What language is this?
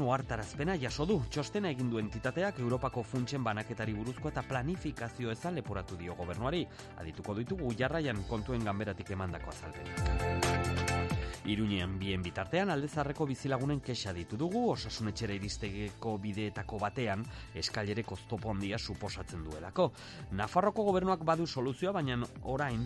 Basque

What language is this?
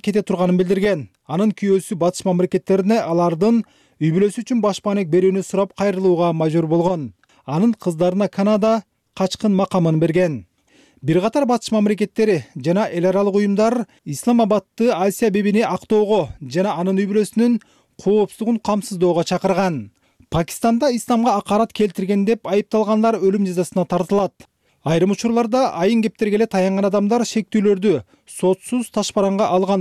Kyrgyz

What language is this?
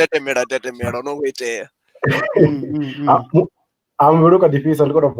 Venda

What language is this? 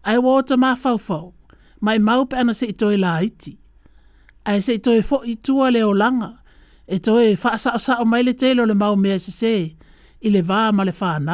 Samoan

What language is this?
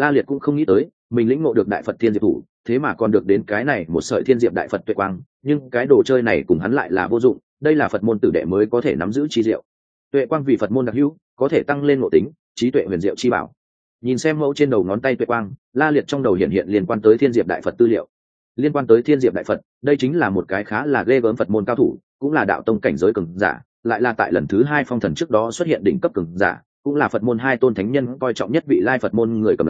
Vietnamese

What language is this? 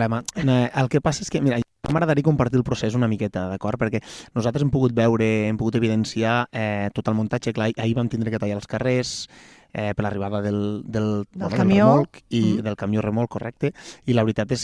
Catalan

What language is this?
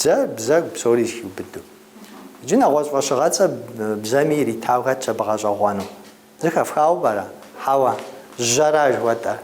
Kabardian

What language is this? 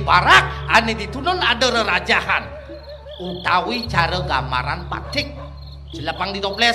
Balinese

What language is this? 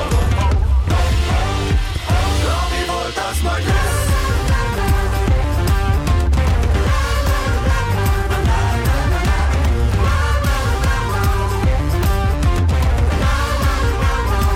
Hungarian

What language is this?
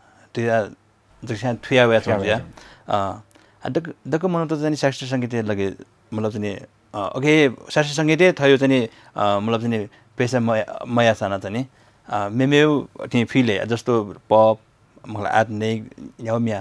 Newari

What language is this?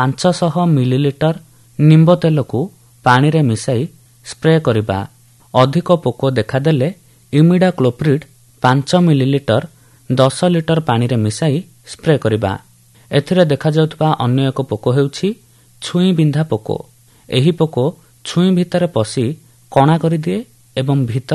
Odia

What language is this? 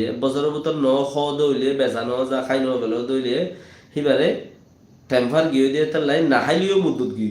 Rohingya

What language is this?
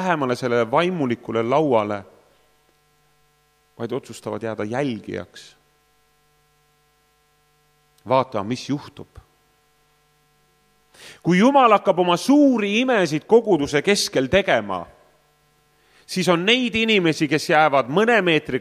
Estonian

